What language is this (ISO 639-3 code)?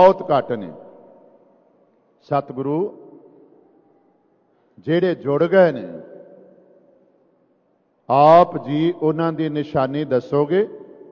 pan